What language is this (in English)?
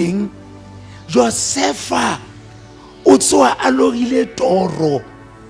Southern Sotho